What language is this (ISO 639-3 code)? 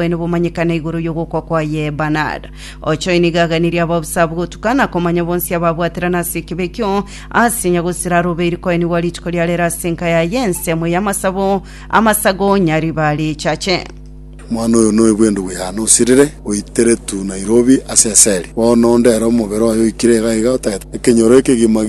guz